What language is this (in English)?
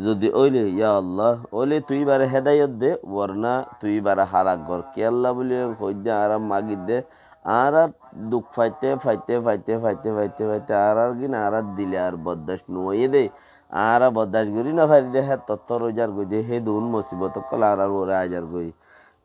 Rohingya